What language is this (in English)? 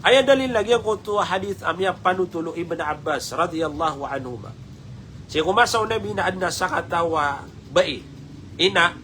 Maranao